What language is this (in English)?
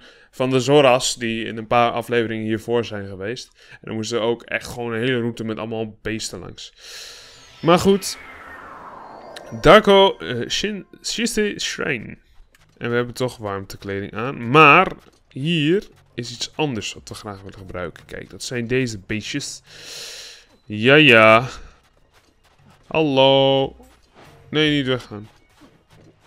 Dutch